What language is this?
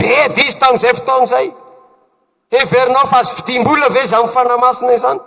Malagasy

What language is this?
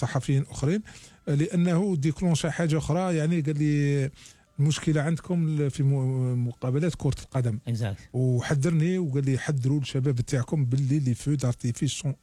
Algerian Arabic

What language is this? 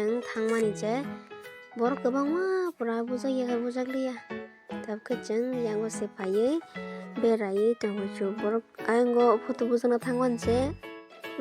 Kok Borok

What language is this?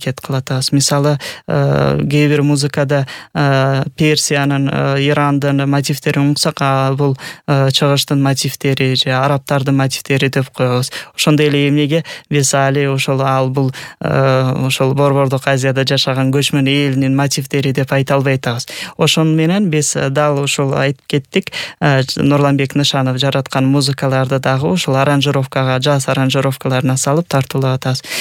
Kyrgyz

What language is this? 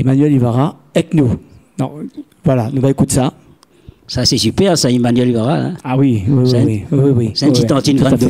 Réunion Creole French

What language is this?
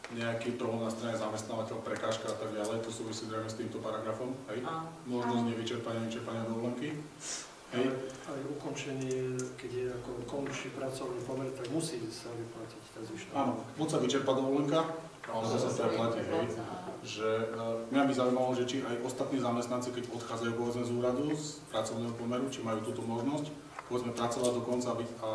Slovak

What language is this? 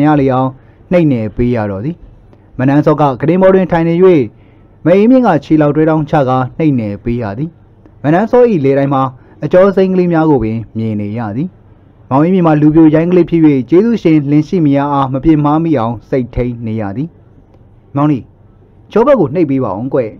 Burmese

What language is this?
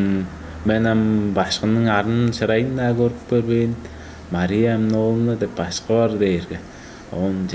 Tuvinian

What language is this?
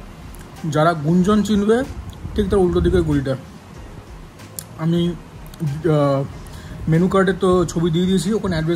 Bangla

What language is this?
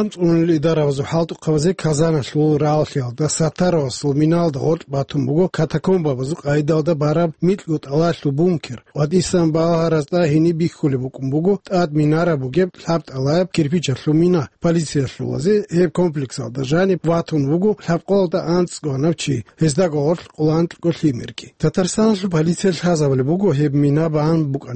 Avaric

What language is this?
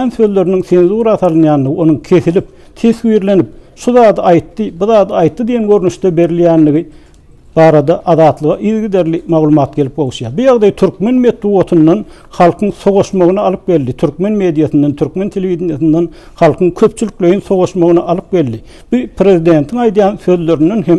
Turkmen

